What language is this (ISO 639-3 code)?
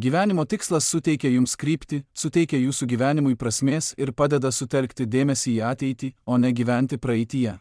lit